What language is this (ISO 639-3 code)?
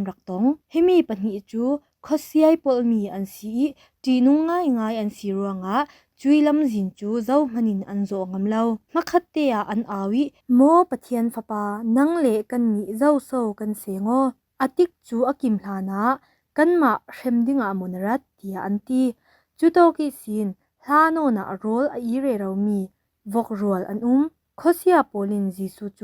cfm